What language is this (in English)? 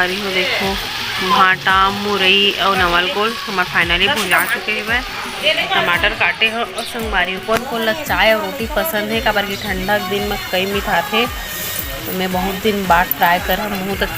Chhattisgarhi